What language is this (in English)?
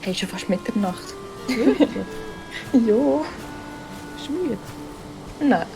Swiss German